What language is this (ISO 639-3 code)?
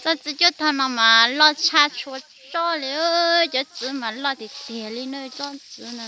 hmn